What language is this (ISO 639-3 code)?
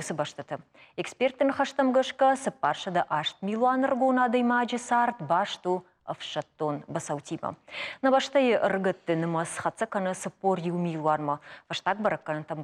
oss